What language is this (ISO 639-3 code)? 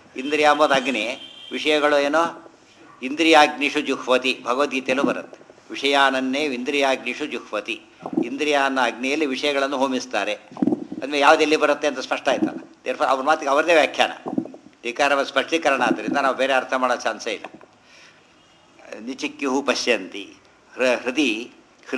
kan